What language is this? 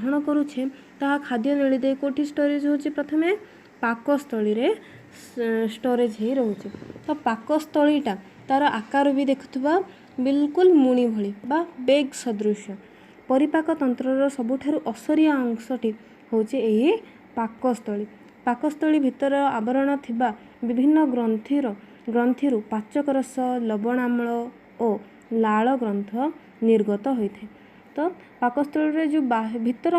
Odia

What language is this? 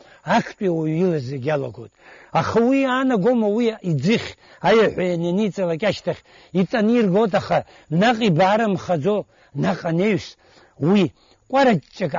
Abkhazian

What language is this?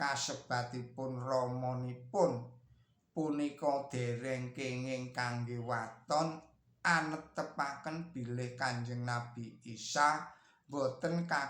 Javanese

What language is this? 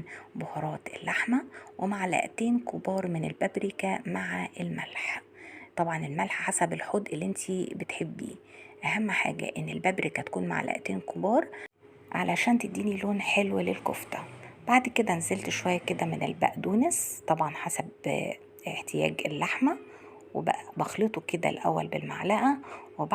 Egyptian Arabic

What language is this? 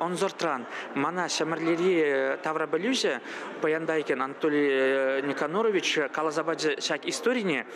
Chuvash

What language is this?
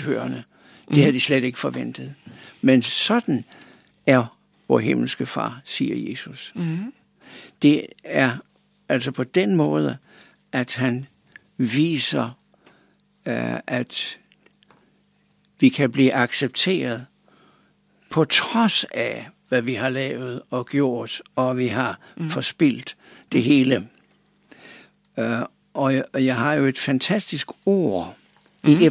Danish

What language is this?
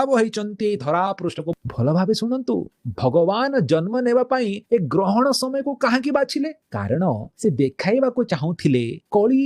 Odia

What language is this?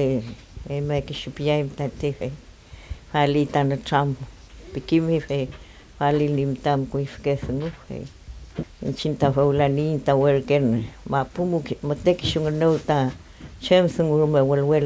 Mapuche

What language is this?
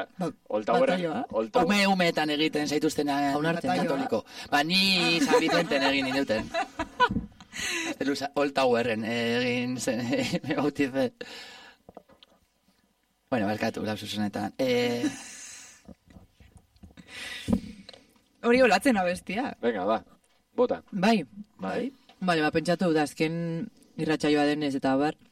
Basque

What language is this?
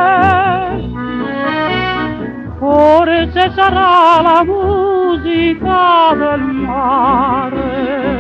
Italian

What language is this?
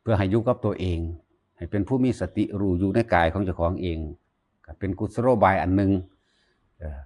Northeastern Thai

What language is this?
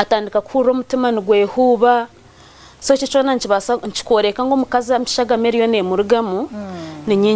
Nyankole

